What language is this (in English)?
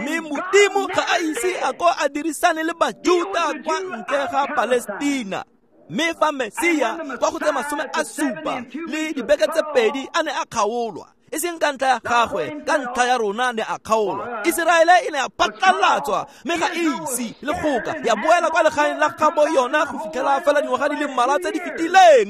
Tswana